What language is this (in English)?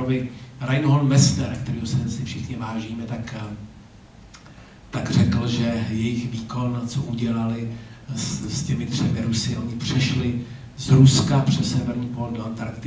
Czech